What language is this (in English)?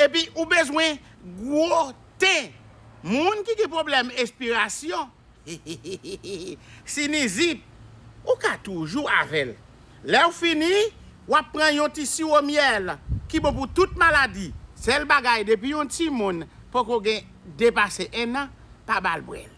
Haitian Creole